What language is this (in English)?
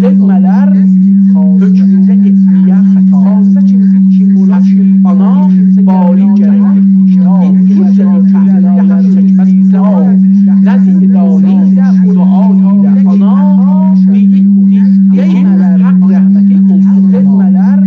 South Azerbaijani